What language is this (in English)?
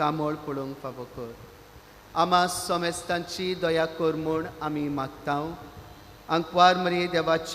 Konkani